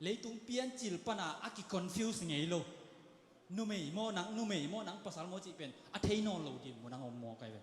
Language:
Tedim Chin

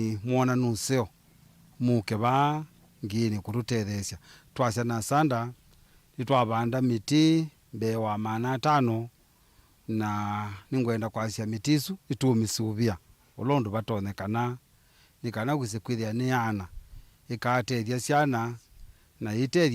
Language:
Kamba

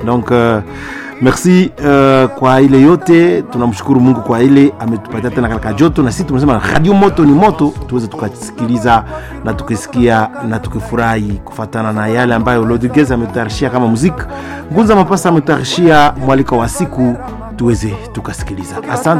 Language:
Swahili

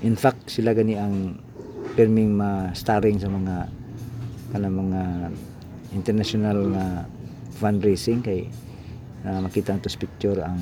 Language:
Cebuano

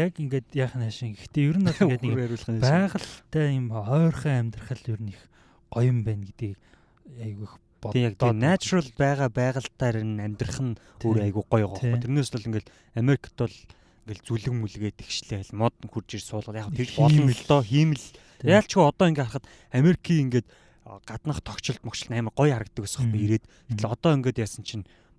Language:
Mongolian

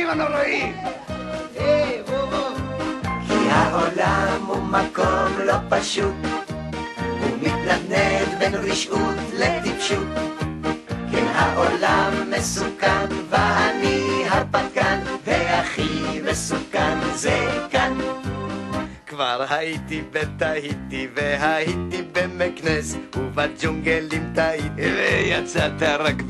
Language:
Hebrew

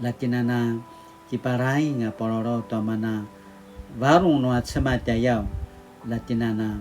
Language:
Paiwan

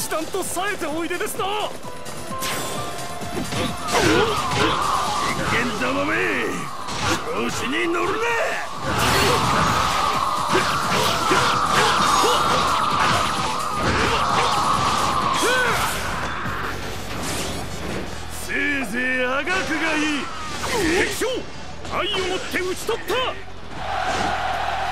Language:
Japanese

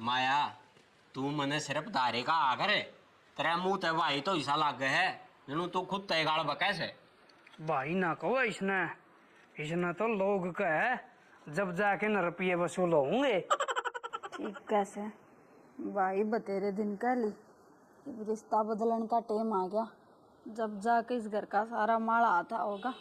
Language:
Haryanvi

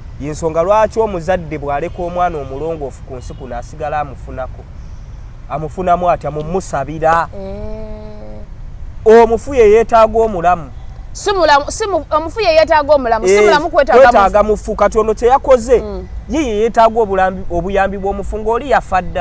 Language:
Ganda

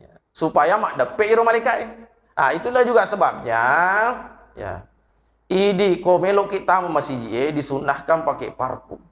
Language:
Buginese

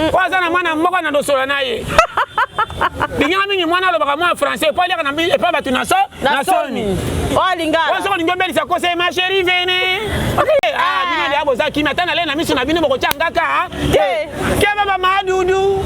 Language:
Lingala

